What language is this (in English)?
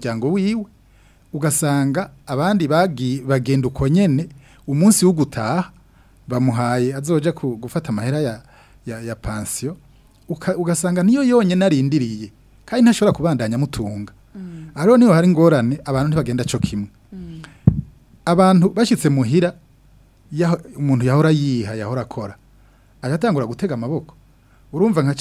Rundi